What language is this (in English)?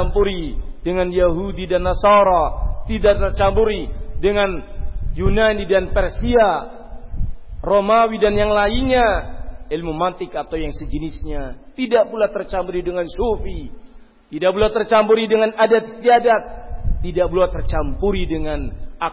Indonesian